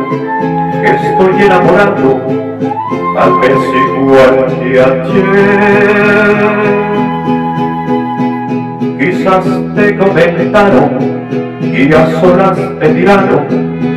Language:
Spanish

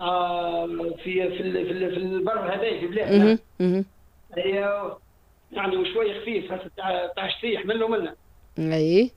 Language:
Tunisian Arabic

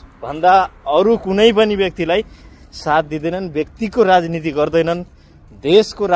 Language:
Nepali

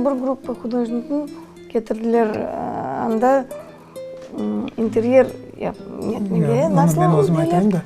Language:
Crimean Tatar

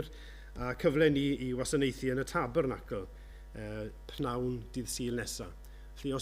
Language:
Welsh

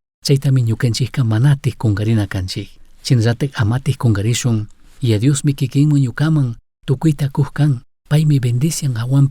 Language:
Chimborazo Highland Quichua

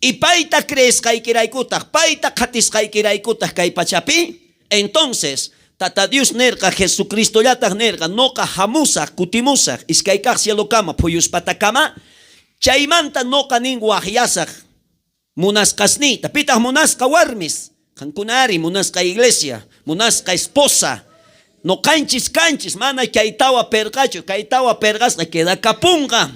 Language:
South Bolivian Quechua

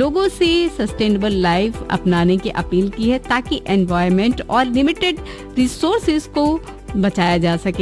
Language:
Hindi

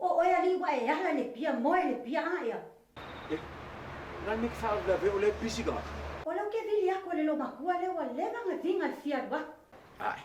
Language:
Samoan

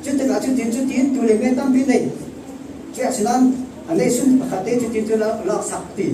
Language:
Falam Chin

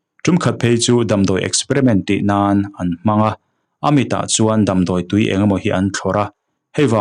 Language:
Mizo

